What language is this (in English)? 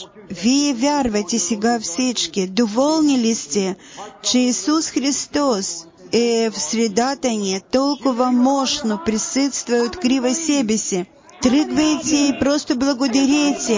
Bulgarian